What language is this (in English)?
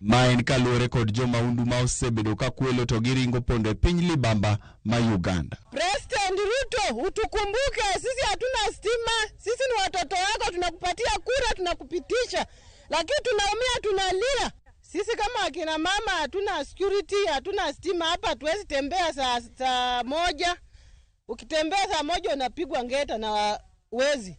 Luo (Kenya and Tanzania)